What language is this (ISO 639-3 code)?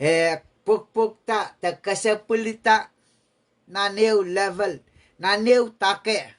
pon